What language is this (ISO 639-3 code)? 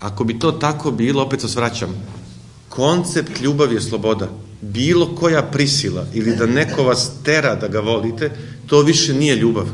srp